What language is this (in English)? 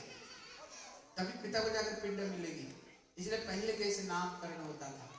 Hindi